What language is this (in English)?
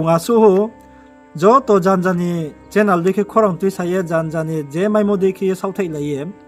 Riang (India)